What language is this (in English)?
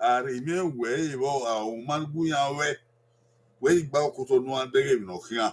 Bini